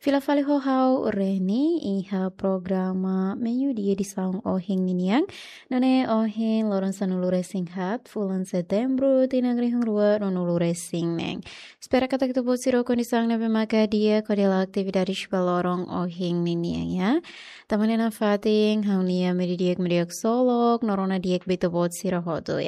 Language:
Tetum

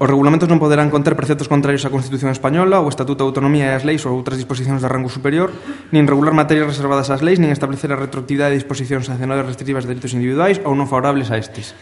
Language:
Galician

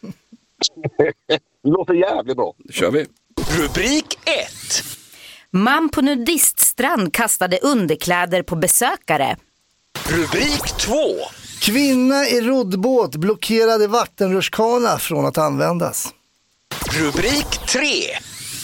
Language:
Swedish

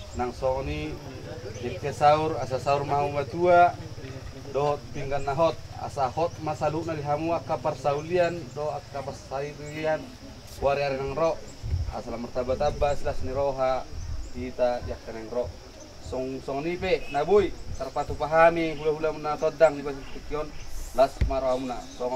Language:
Batak Toba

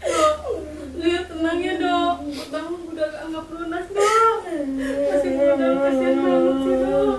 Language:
Betawi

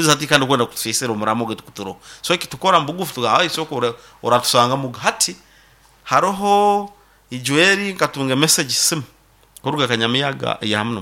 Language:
Nyankole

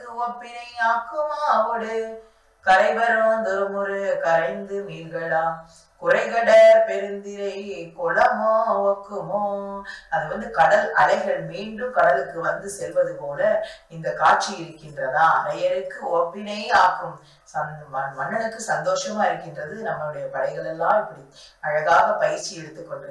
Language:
Tamil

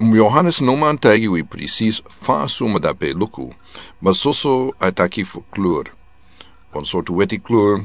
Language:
Sranan Tongo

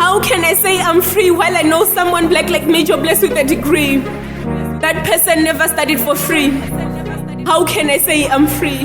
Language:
Venda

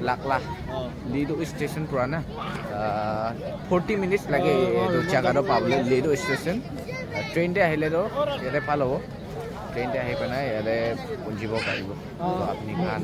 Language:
Naga Pidgin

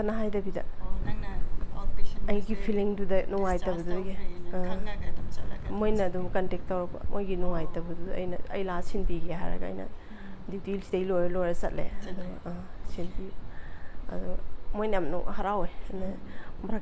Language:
Manipuri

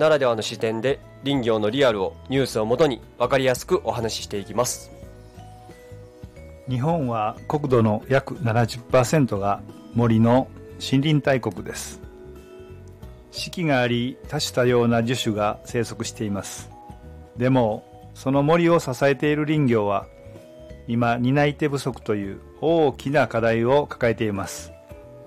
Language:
Japanese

